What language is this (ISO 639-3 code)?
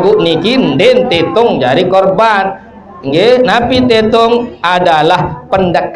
sas